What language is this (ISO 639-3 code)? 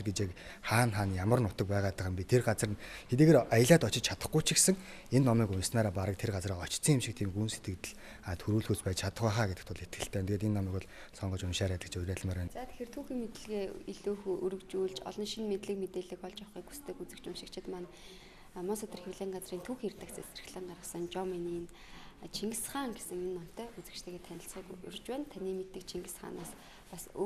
mon